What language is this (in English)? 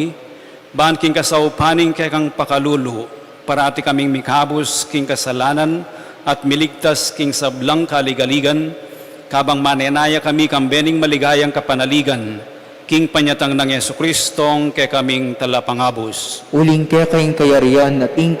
Pampanga